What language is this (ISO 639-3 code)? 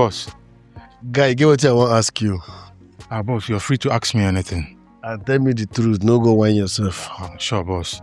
pcm